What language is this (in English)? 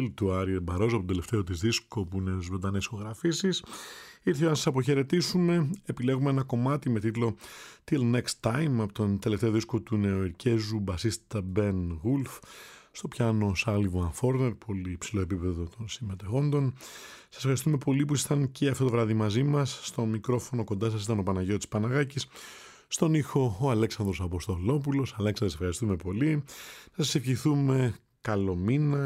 Greek